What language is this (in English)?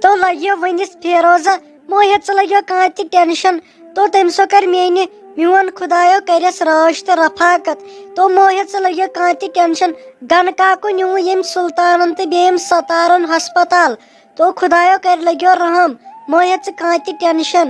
Kashmiri